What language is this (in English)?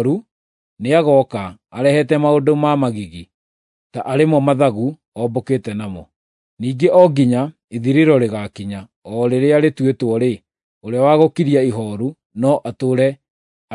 Kikuyu